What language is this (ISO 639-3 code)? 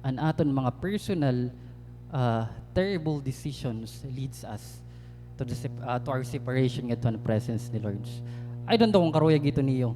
war